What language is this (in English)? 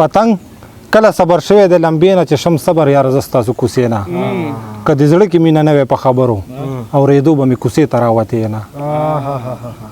Pashto